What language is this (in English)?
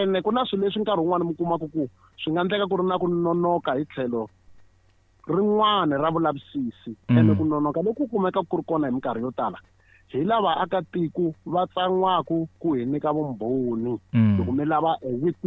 Tsonga